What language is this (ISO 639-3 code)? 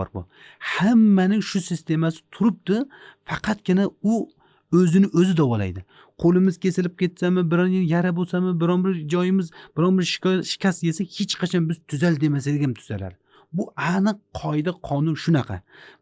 uzb